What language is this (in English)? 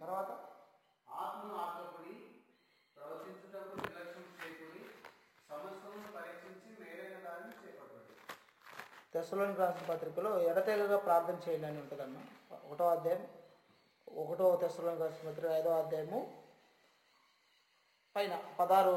Telugu